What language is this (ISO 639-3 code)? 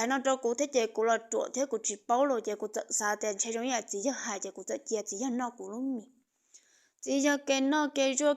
hmn